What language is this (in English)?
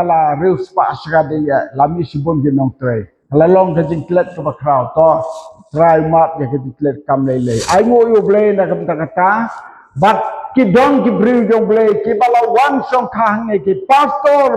Khasi